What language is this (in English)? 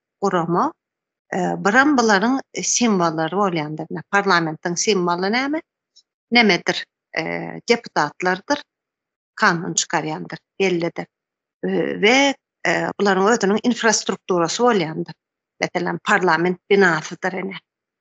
Turkmen